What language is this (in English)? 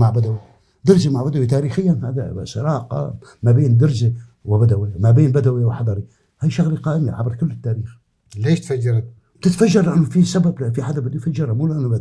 North Levantine Arabic